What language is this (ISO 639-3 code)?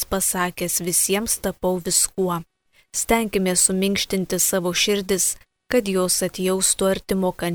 lit